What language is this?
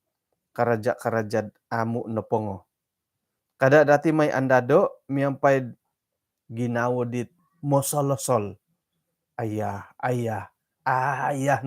Central Dusun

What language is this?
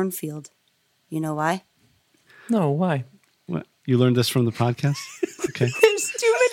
English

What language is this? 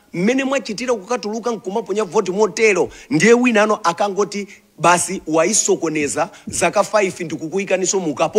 Nyanja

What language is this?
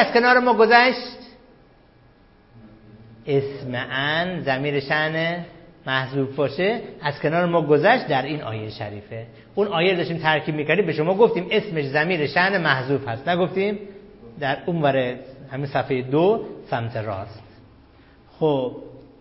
Persian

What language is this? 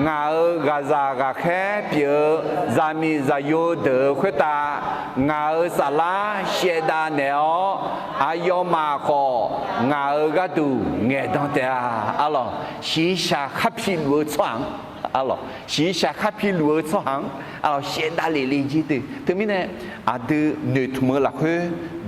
Akha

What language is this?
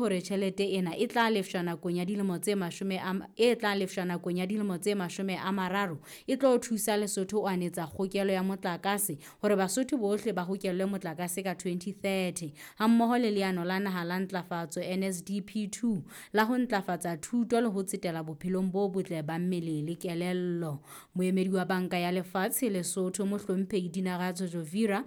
Southern Sotho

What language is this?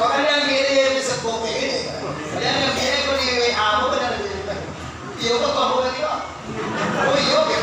Minangkabau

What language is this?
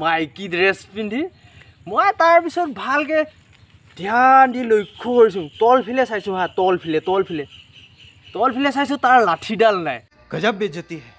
Assamese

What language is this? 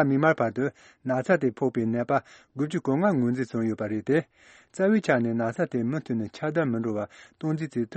Tibetan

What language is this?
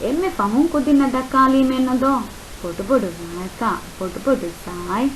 Divehi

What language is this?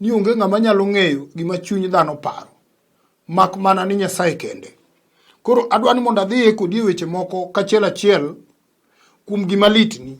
Luo (Kenya and Tanzania)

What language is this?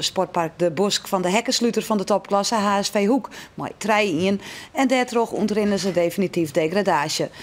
Western Frisian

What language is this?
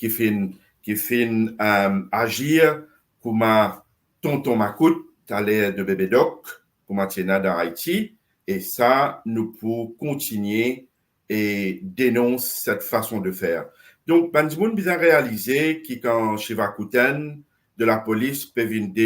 Morisyen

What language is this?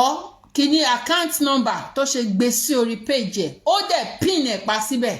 Yoruba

